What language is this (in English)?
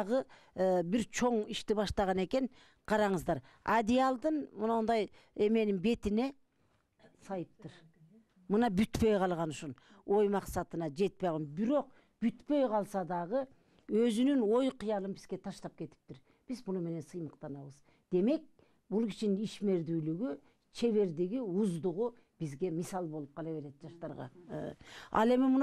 Kyrgyz